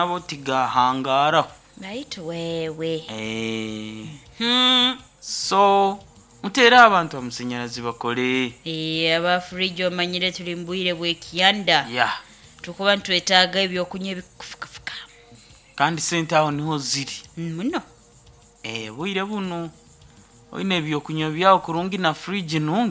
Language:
Nyoro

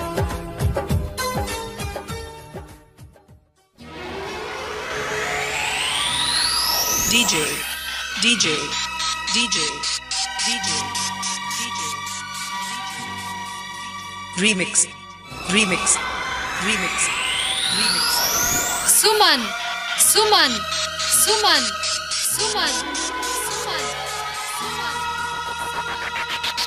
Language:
Hindi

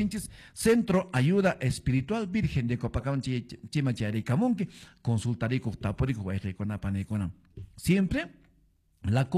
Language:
Quechua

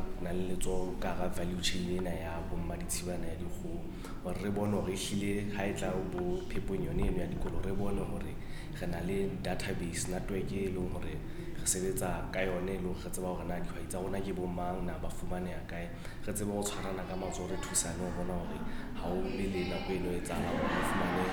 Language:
Southern Sotho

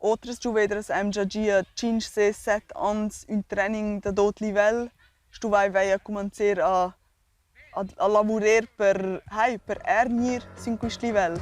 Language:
Romansh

